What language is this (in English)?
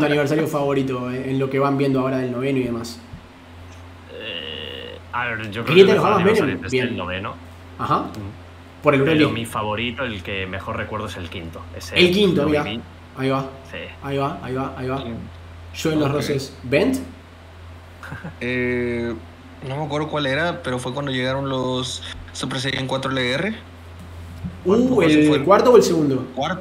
Spanish